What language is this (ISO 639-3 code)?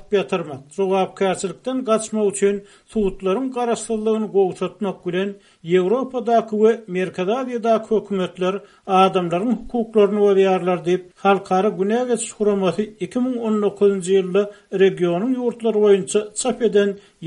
tuk